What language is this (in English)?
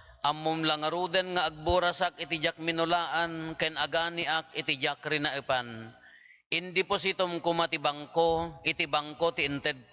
Iloko